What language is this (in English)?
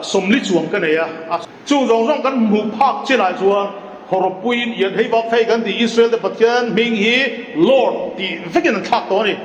Mizo